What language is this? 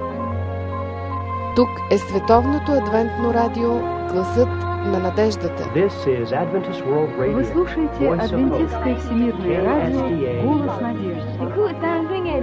Bulgarian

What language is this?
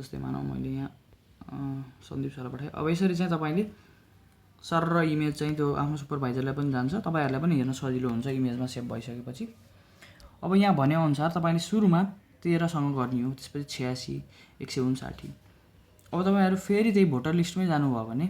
Nepali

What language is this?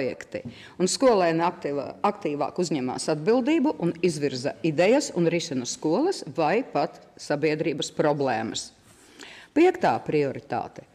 Latvian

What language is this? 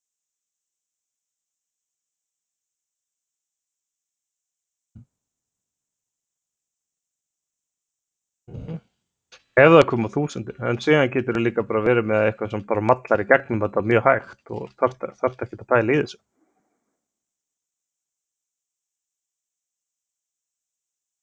Icelandic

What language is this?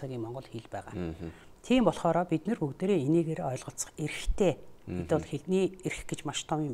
Mongolian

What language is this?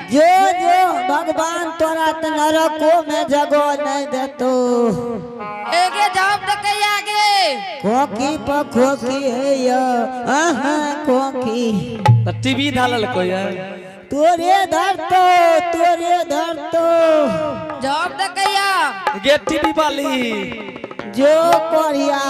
Angika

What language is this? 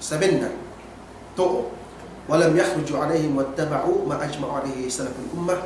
Yakan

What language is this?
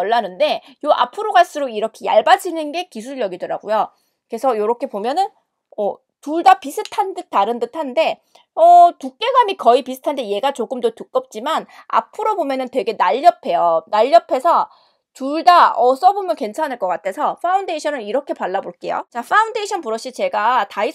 Korean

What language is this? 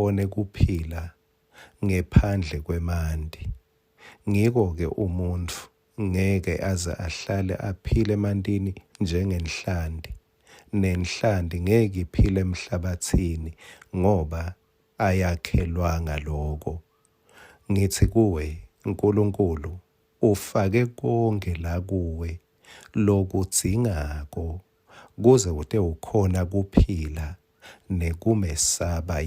Swati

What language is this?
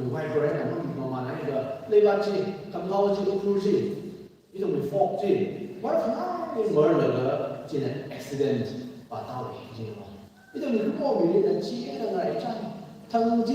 Tangkhul Naga (India)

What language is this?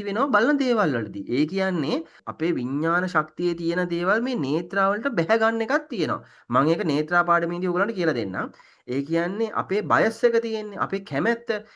Sinhala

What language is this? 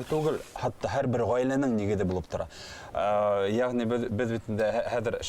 Bashkir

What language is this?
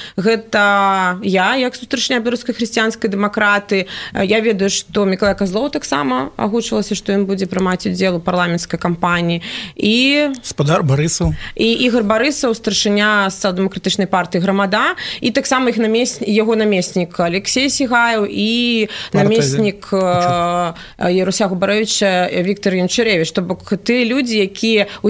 Belarusian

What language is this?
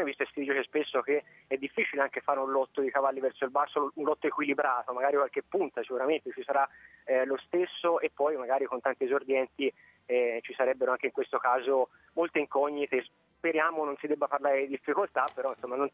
Italian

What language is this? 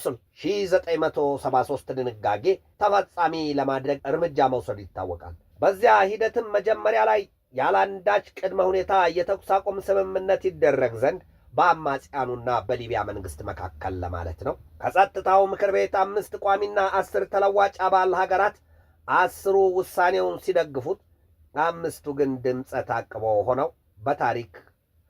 Amharic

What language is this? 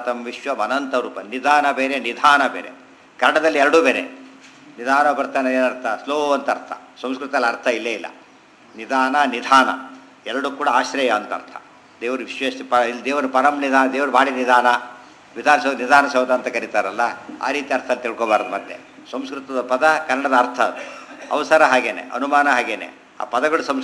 Kannada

